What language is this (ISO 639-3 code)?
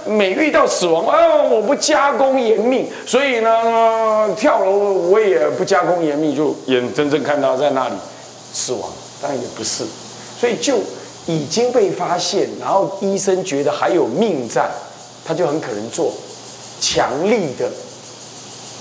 zho